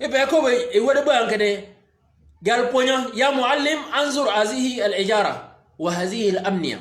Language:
Shilluk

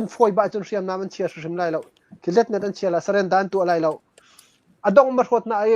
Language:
Hakha Chin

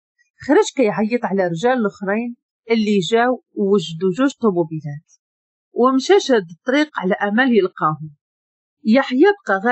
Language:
Moroccan Arabic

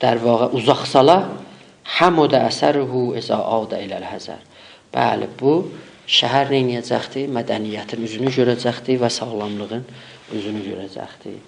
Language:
South Azerbaijani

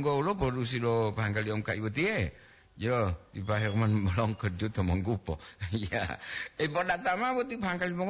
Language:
Gorontalo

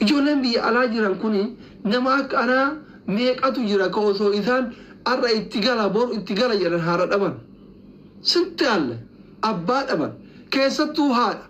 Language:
Oromo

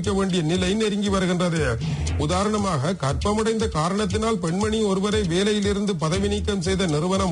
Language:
Tamil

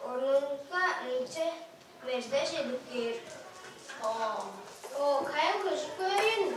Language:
Tuvinian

